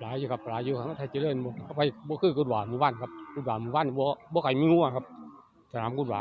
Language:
Northeastern Thai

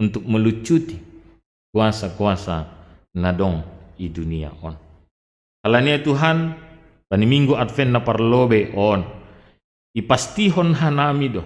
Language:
Batak Simalungun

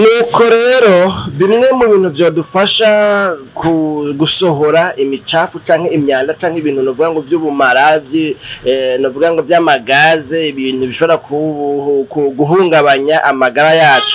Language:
Rundi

